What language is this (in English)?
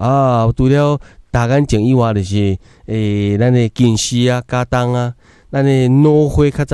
Min Nan Chinese